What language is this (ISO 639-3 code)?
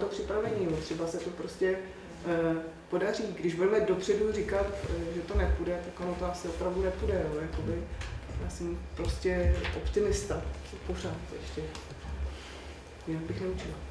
ces